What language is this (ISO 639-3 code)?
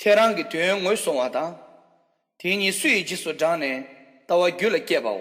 bod